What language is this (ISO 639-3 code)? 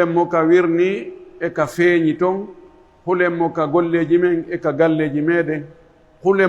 fuf